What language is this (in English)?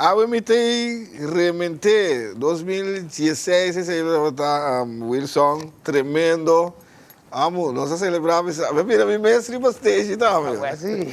Papiamento